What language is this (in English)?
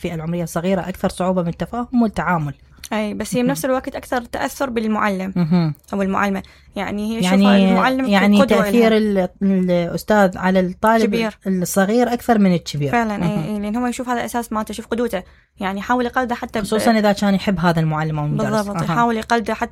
Mesopotamian Arabic